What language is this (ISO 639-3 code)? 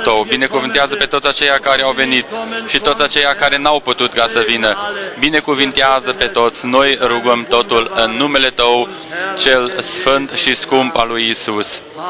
ron